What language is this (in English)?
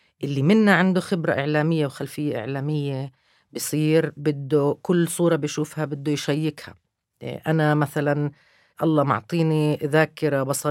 North Levantine Arabic